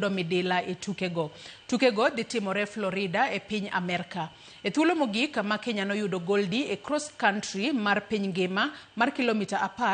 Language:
Luo (Kenya and Tanzania)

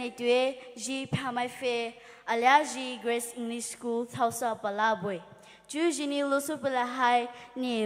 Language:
Poumei Naga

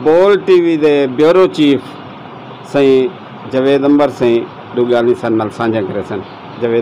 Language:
Saraiki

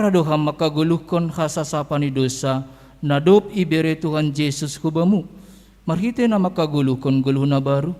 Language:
Batak Simalungun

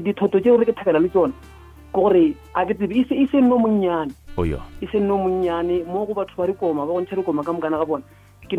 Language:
Northern Sotho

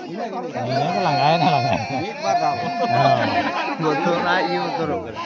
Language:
Santali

